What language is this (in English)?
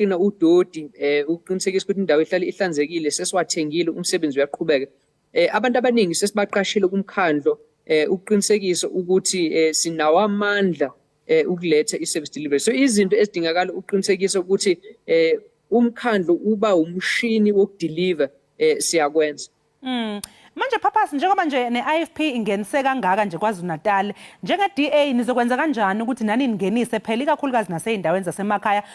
Zulu